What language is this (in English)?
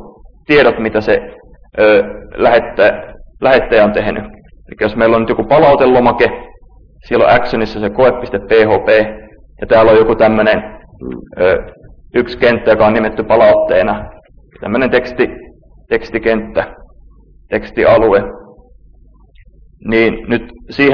Finnish